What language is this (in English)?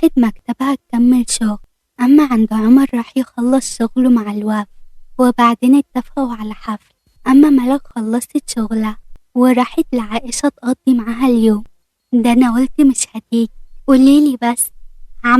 Egyptian Arabic